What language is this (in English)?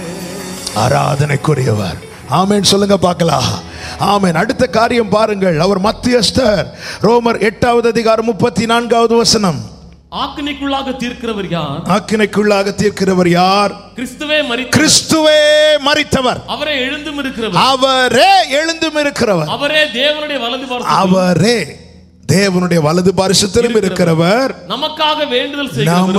Tamil